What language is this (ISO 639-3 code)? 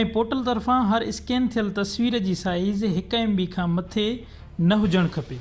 snd